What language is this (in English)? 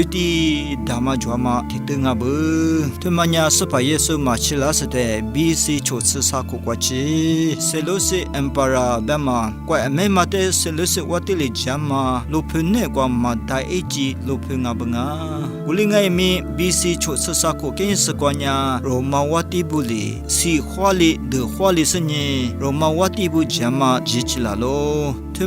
Lisu